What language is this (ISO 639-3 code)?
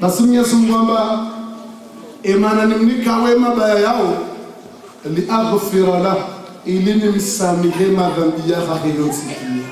zdj